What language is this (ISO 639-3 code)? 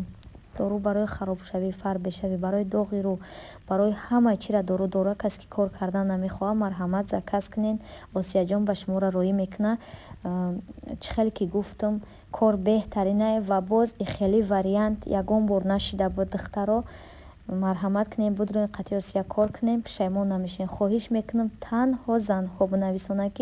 tgk